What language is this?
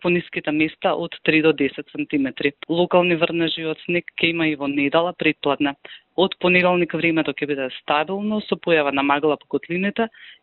Macedonian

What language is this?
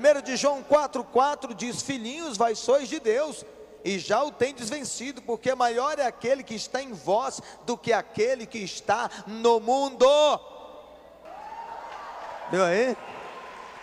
Portuguese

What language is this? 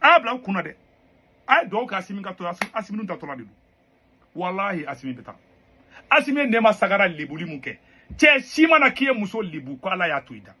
Bambara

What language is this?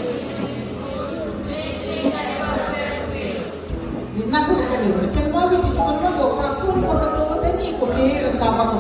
Fijian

